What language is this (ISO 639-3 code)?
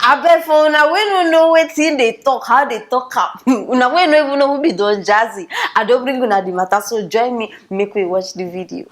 pcm